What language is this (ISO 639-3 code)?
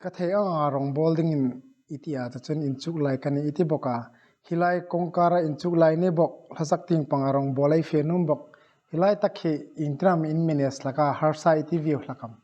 hmr